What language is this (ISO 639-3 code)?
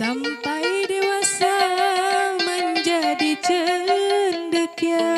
bjn